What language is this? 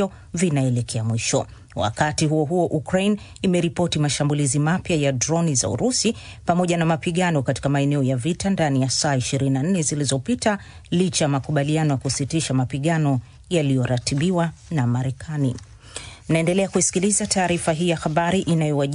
Swahili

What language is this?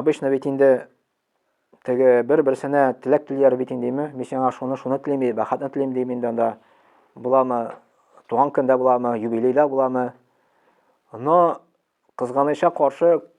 Tatar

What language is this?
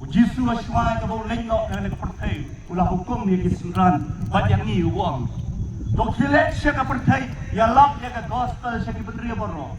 Khasi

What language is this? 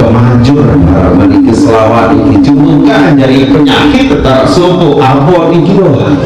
Sasak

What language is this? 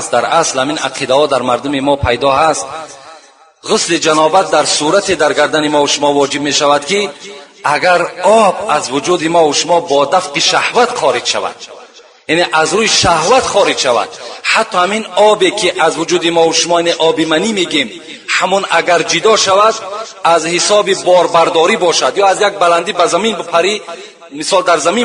Tajik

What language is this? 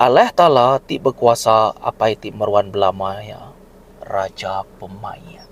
Iban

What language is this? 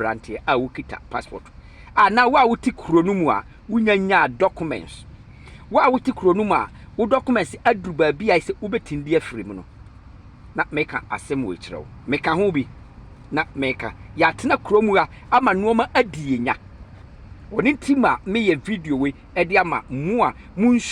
Akan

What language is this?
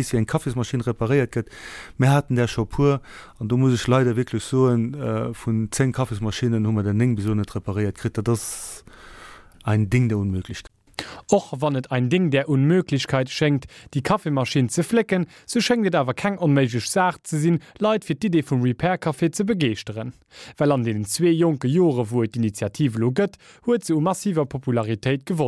Luxembourgish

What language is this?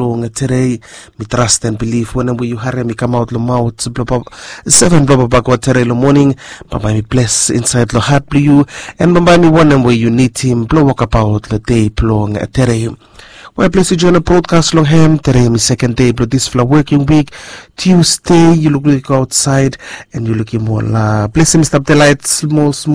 Bislama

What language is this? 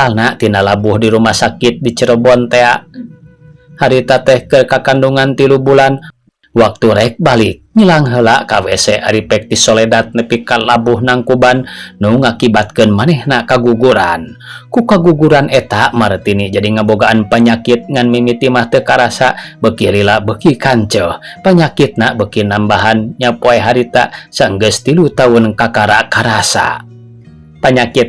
Sundanese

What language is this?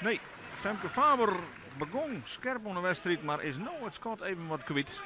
Western Frisian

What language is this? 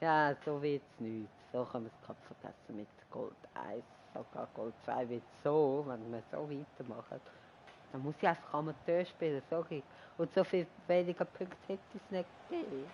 Swiss German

